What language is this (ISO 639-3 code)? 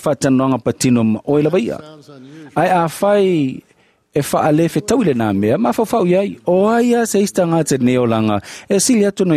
smo